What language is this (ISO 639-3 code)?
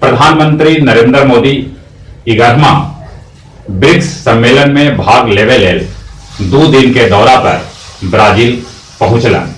mag